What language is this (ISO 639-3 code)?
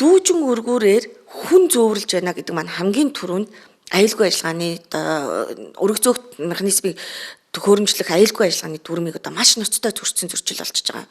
mon